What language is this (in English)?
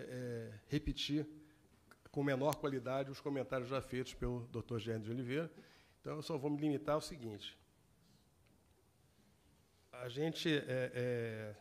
Portuguese